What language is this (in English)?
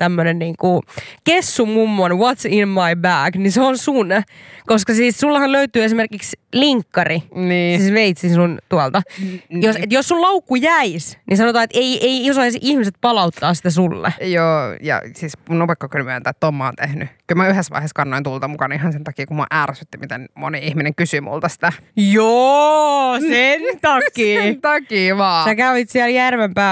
Finnish